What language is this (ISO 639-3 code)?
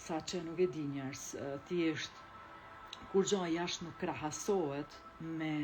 sqi